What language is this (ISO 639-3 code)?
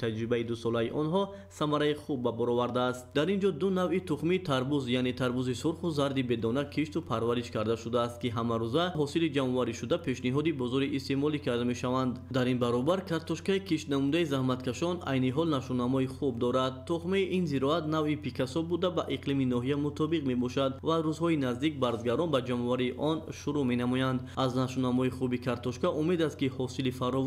tgk